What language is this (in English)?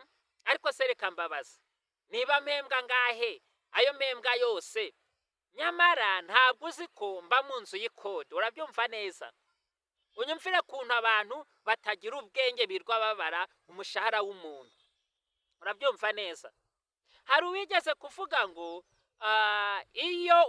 Kinyarwanda